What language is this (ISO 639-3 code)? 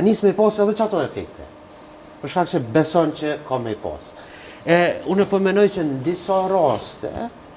sqi